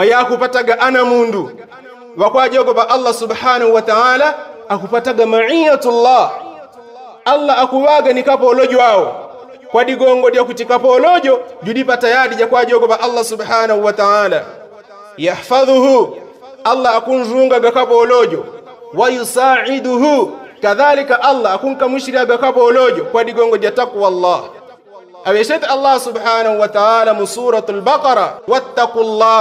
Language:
Yao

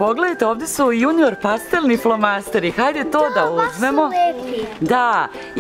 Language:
Serbian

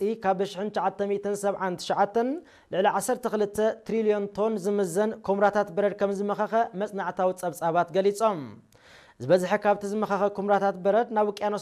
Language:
Tigrinya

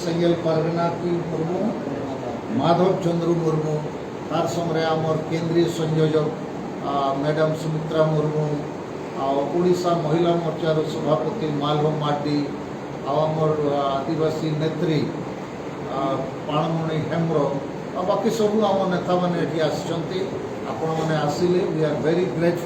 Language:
Santali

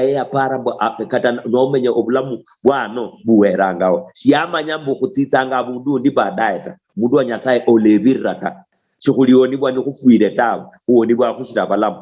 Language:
Luyia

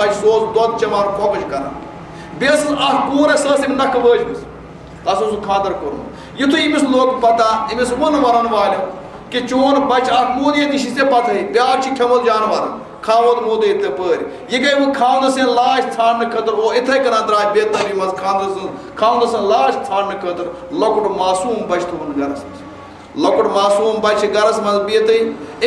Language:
Kashmiri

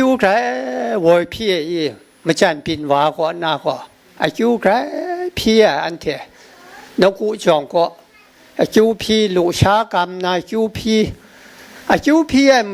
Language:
Kachin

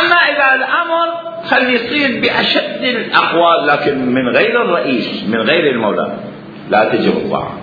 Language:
Mesopotamian Arabic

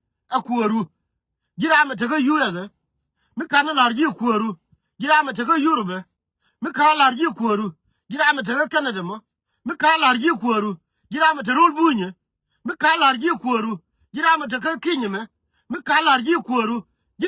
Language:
Nuer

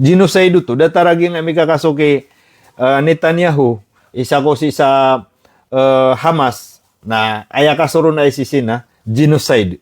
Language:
Maranao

